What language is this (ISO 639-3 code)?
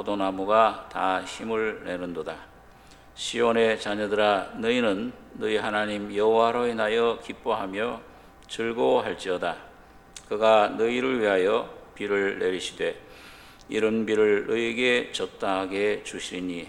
kor